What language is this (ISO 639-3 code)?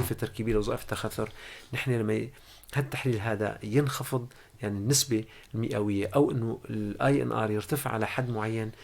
apc